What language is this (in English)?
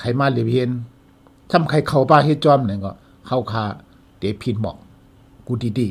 Shan